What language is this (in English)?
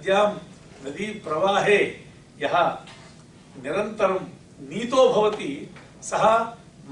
Sanskrit